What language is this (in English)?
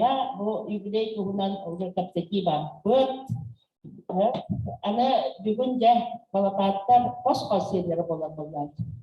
Yakut